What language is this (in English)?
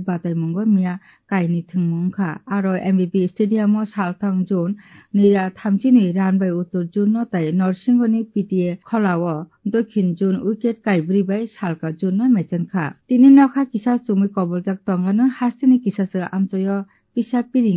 Kok Borok